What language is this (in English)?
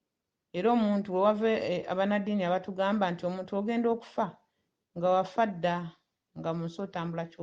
Ganda